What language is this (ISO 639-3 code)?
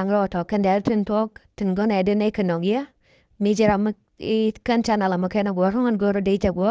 nus